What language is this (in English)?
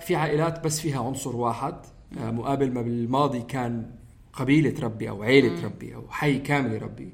North Levantine Arabic